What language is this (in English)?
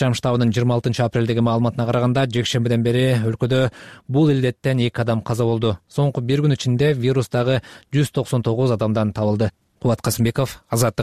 Kyrgyz